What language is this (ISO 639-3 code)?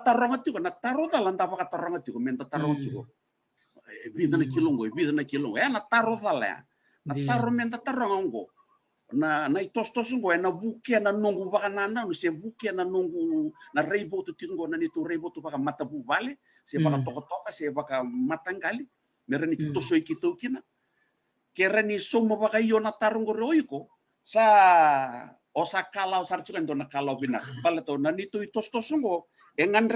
fij